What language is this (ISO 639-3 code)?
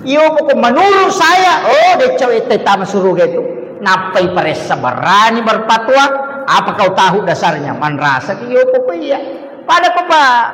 bug